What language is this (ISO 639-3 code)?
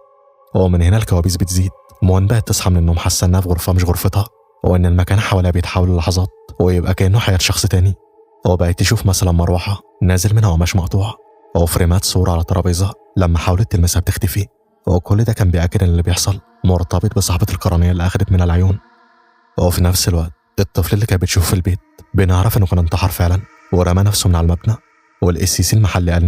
arz